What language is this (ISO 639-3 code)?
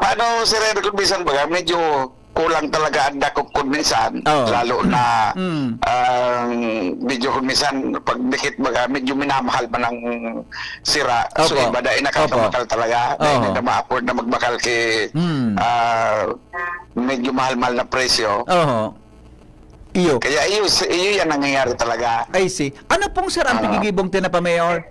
bik